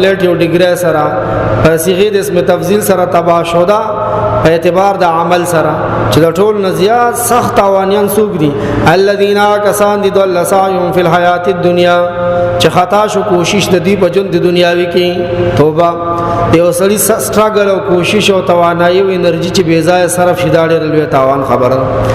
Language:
Pashto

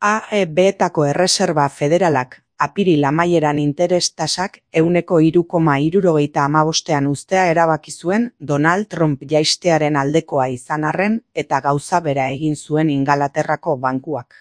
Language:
Basque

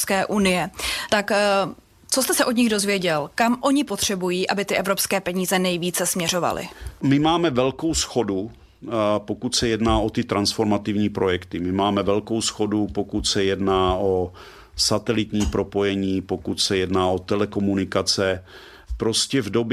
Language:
Czech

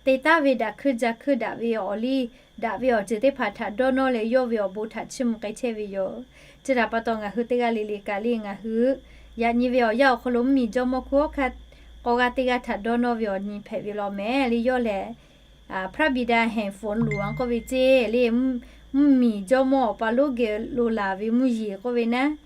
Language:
Lahu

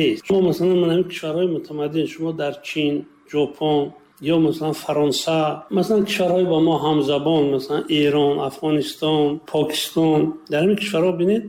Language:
Tajik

